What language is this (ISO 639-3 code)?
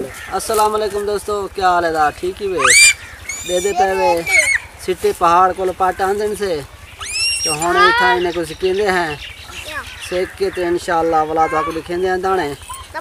skr